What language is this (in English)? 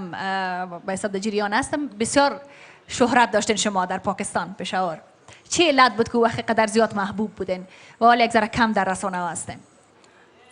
Tajik